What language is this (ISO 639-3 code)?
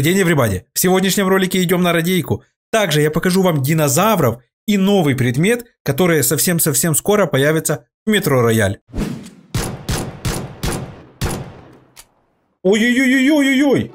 rus